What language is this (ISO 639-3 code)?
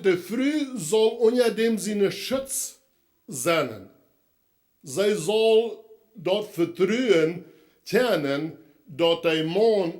pdt